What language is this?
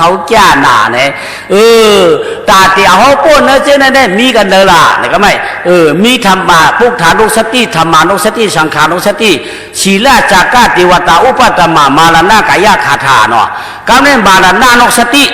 Shan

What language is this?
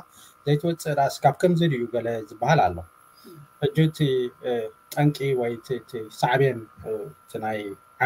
Tigrinya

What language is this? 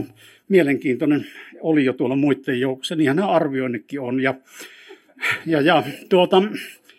Finnish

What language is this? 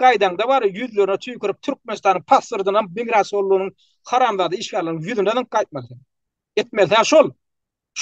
Turkmen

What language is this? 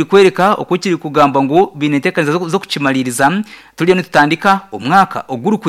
Nyankole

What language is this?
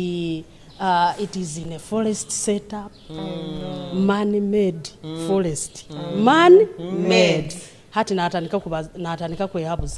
Nyoro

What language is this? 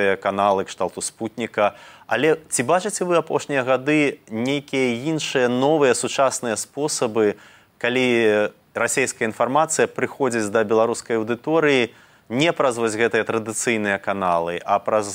Belarusian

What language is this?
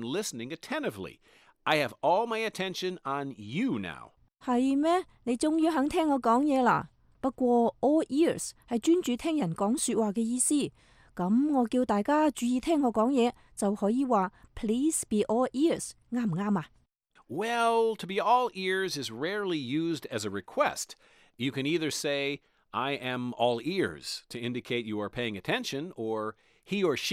Cantonese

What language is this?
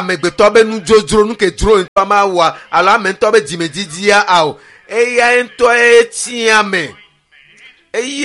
Ewe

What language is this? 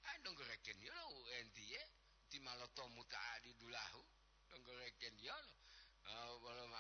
Gorontalo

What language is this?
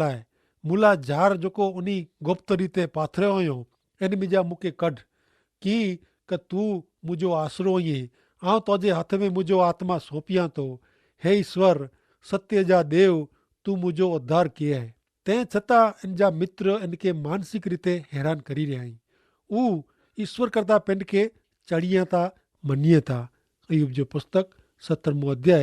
Kachhi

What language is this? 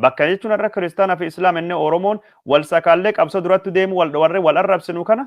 Oromo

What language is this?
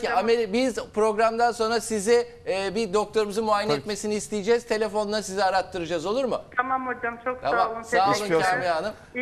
Turkish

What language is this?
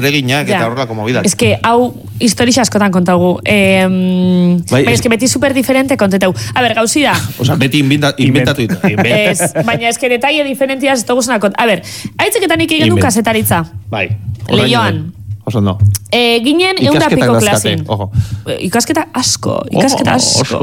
Basque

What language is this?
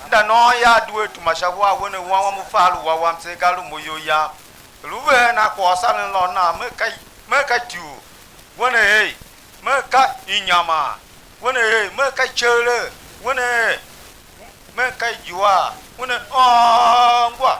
Tiv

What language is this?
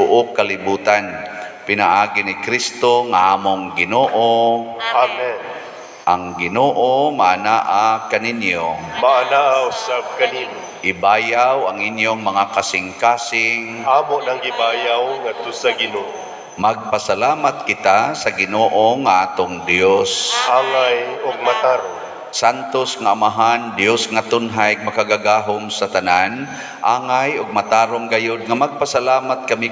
Cebuano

